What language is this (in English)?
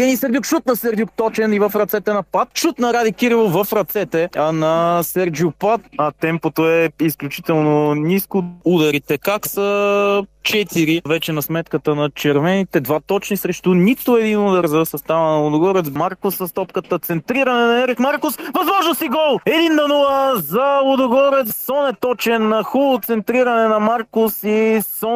Bulgarian